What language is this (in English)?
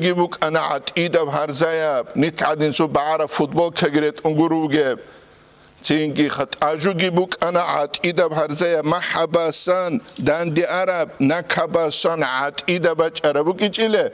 Avaric